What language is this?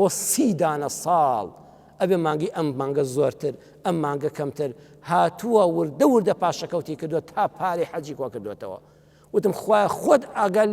Central Kurdish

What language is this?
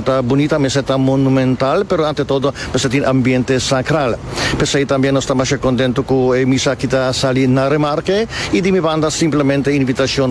Papiamento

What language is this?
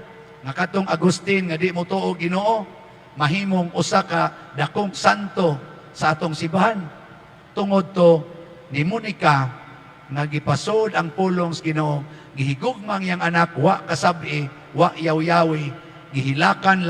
Cebuano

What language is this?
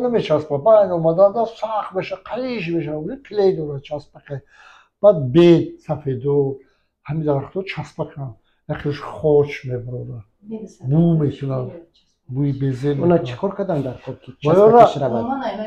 Tajik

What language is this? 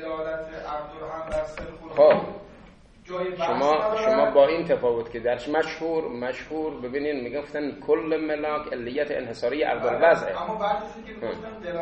Persian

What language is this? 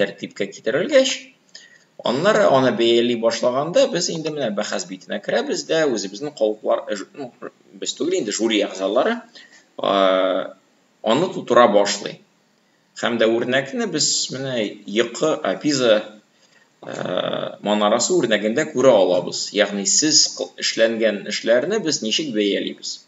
Tatar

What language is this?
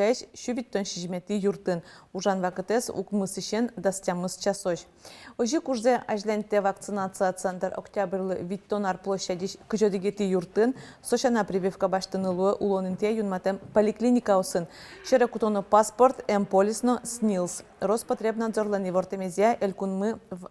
Udmurt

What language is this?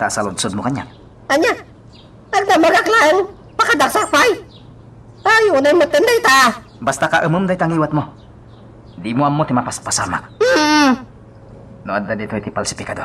Iloko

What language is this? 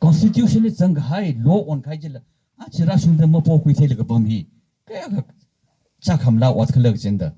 Tangkhul Naga (India)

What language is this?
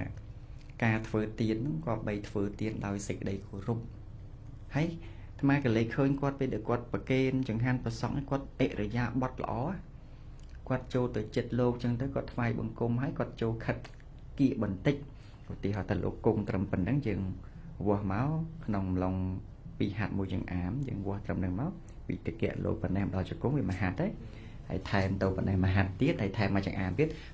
Khmer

